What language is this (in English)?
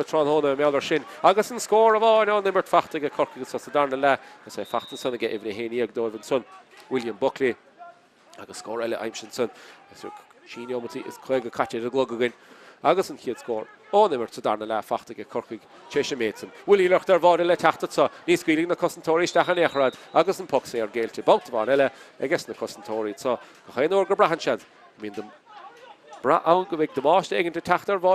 Irish